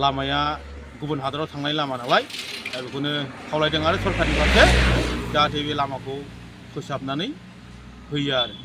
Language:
Bodo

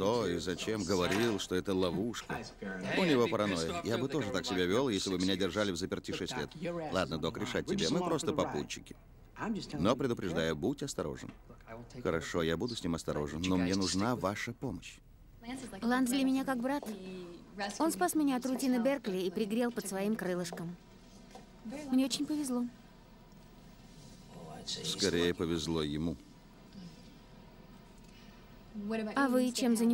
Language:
Russian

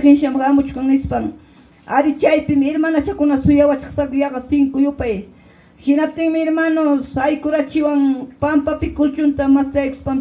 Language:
Ayacucho Quechua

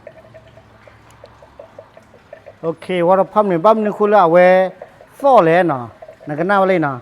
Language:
S'gaw Karen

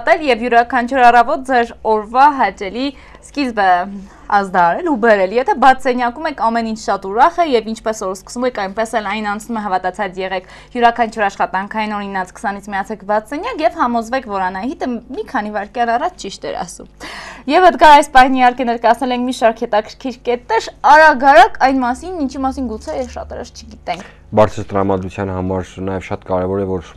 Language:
Armenian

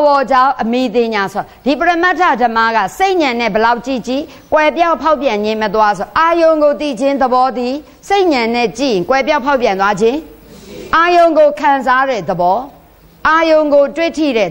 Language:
Burmese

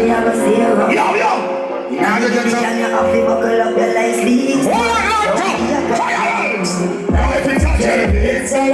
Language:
Jamaican Creole English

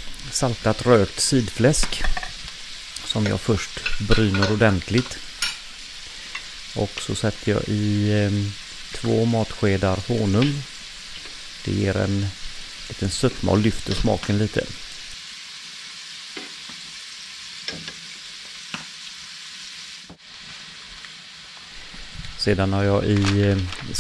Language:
Swedish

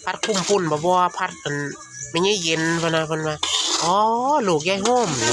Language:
Northeastern Thai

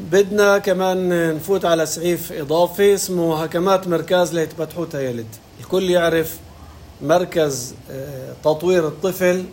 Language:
North Levantine Arabic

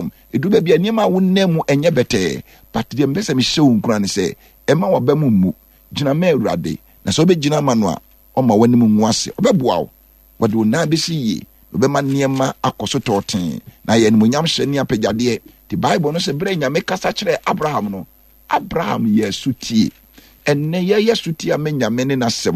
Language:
Akan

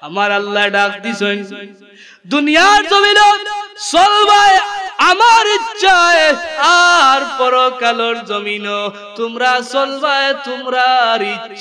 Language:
Sylheti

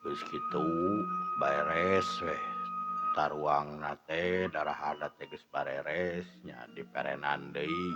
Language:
Sundanese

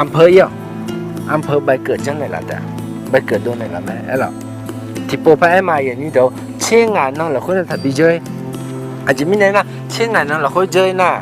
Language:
Akha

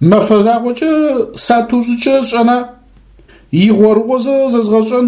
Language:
Adyghe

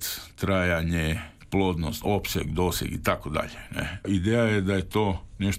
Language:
Croatian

